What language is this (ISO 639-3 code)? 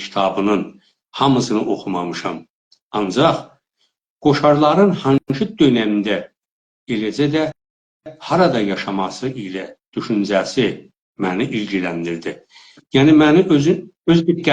azb